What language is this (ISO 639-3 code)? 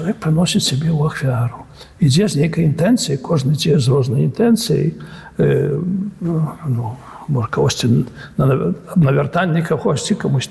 bel